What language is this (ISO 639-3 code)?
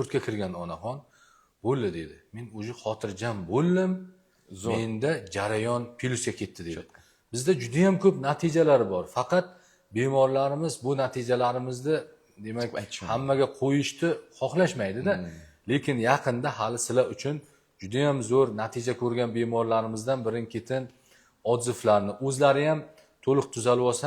uzb